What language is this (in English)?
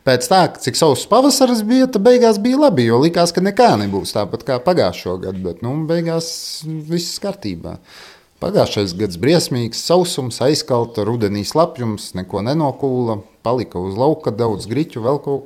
Latvian